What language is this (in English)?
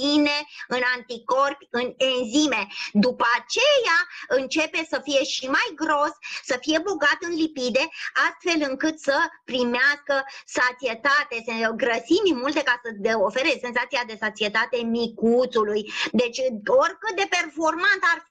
Romanian